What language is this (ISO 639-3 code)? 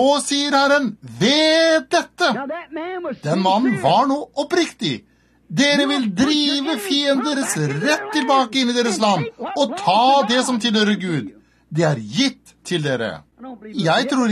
nor